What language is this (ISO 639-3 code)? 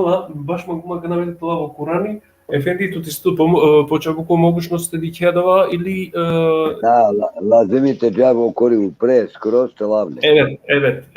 rmn